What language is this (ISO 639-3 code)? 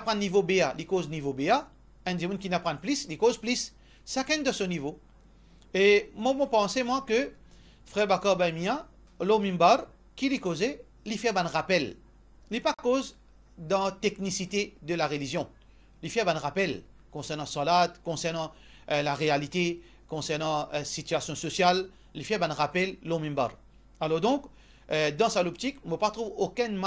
mfe